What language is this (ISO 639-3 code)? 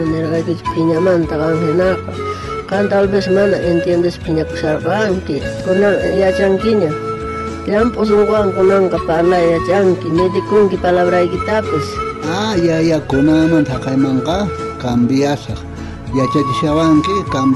quh